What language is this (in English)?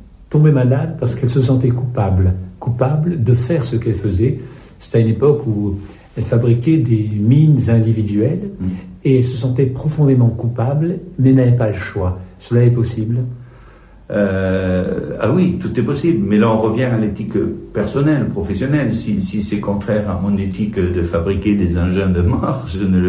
French